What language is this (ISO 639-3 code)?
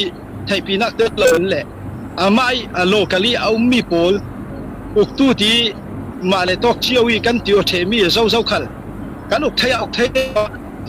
cfm